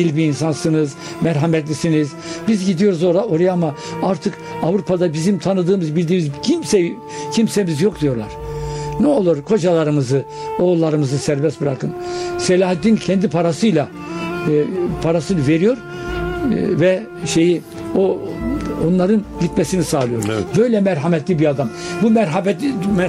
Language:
Turkish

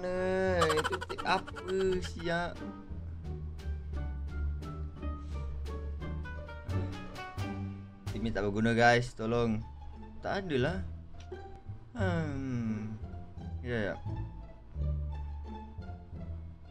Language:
Malay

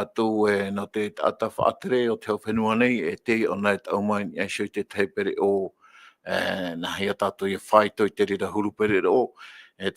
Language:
Tahitian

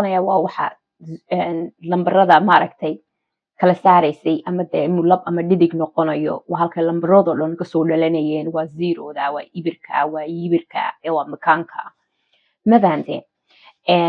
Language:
Somali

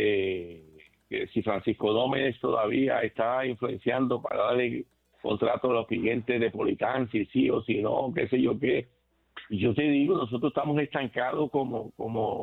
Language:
Spanish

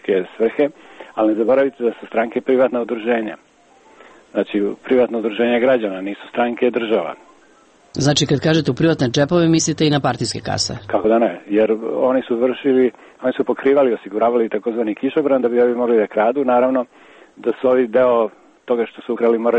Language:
Serbian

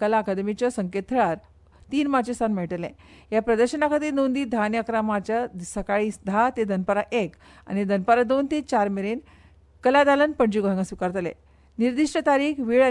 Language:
Konkani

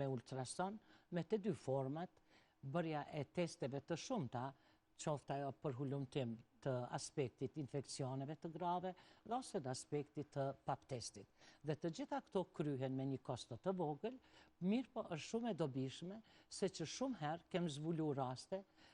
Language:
Albanian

